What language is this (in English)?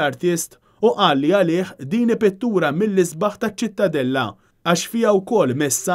Maltese